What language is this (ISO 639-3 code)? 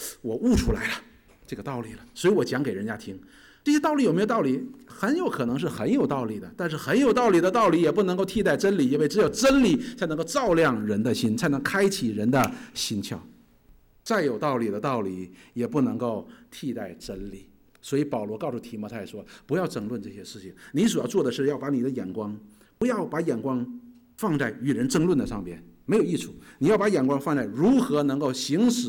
zho